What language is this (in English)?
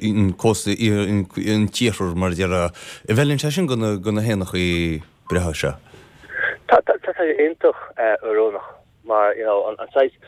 Irish